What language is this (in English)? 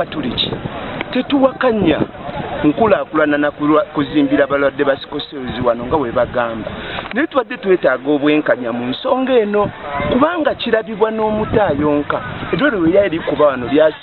Ganda